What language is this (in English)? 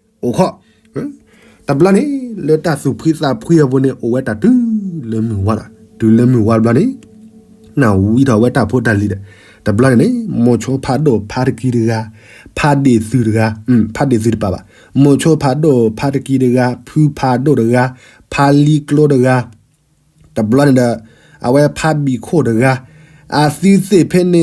S'gaw Karen